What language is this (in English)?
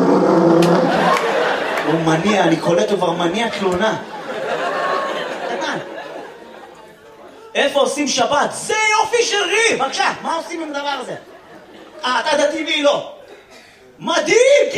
Hebrew